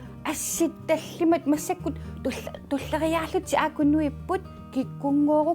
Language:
Kalaallisut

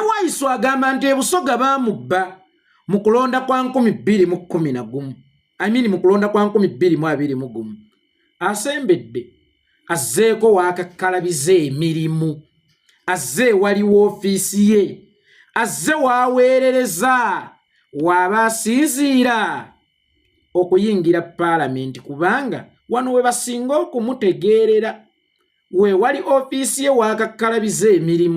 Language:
Ganda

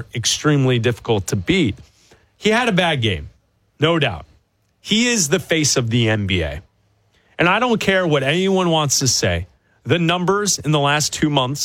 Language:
English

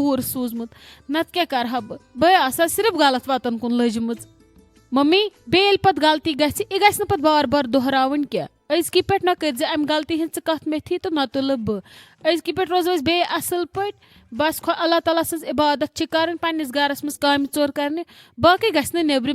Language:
Kashmiri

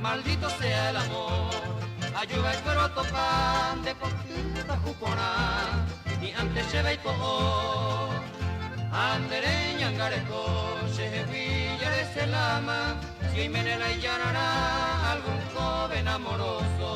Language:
Guarani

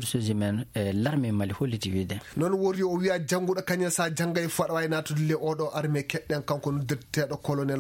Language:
Fula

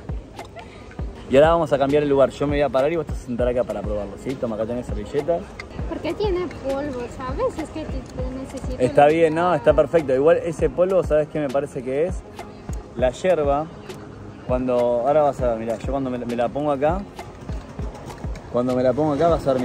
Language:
Spanish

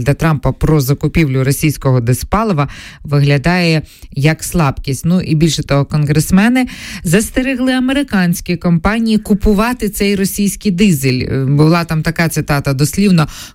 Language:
Ukrainian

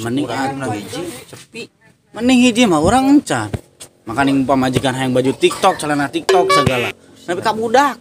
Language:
Sundanese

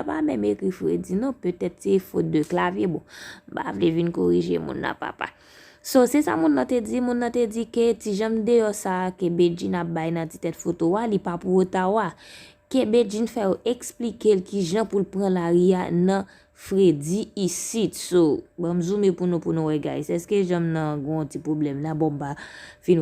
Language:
Haitian Creole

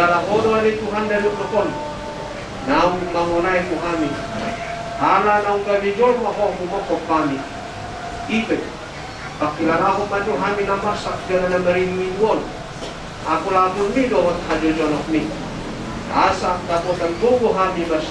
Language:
Batak Toba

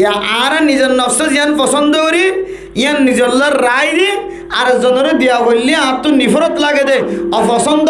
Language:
Rohingya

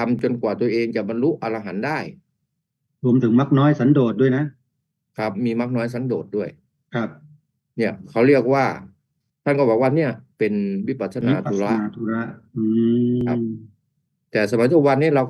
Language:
Thai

